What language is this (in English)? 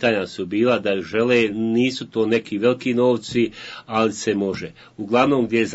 Bosnian